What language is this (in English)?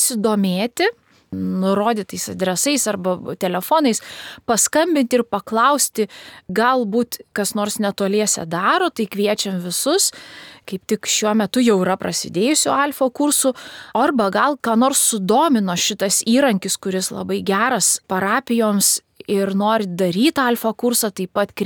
Lithuanian